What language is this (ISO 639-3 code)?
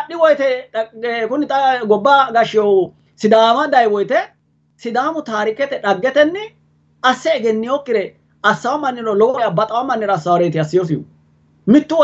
sid